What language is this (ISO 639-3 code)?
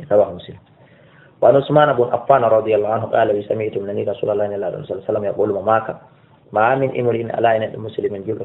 ful